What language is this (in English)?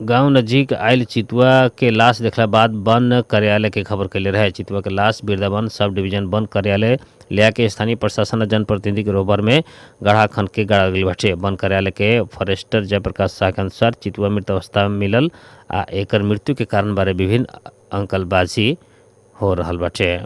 Bhojpuri